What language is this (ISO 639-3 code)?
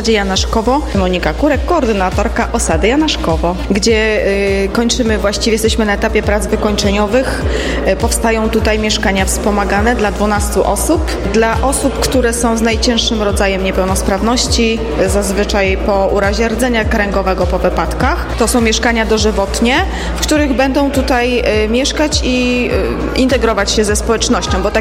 pol